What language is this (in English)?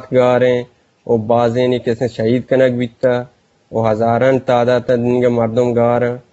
Eastern Balochi